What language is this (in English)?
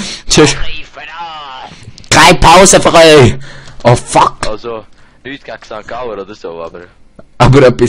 Swiss German